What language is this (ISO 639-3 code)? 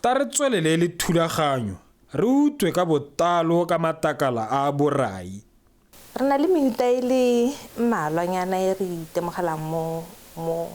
tsn